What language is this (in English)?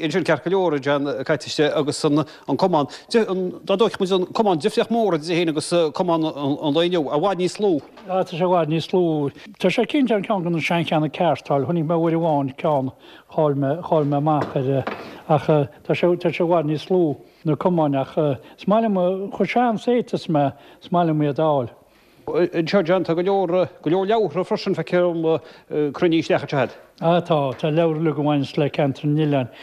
Irish